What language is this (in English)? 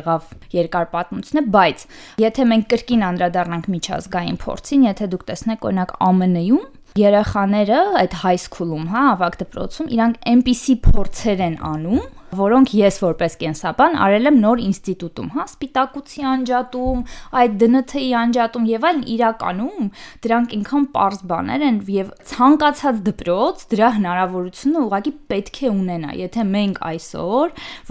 Armenian